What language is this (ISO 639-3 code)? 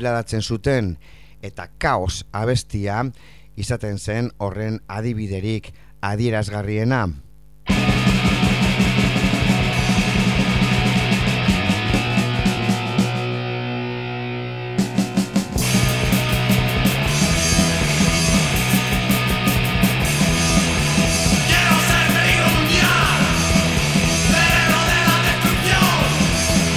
eus